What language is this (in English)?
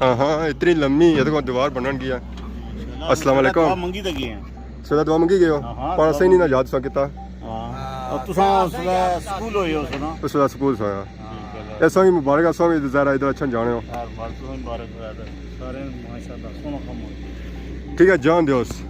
Pahari-Potwari